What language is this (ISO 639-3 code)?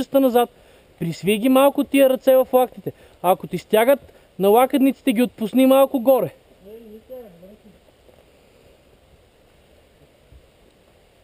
bul